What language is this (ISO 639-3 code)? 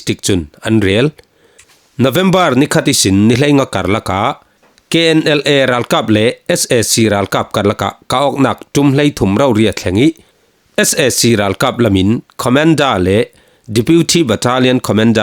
cfm